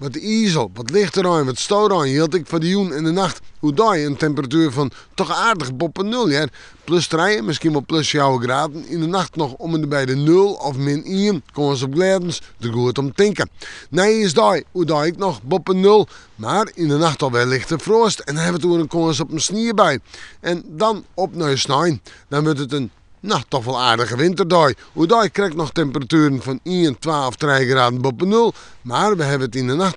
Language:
Western Frisian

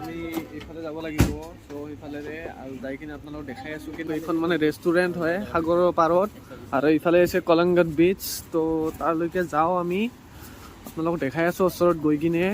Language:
Assamese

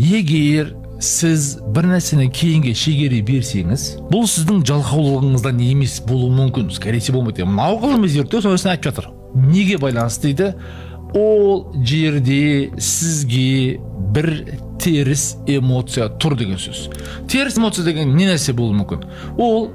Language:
Kazakh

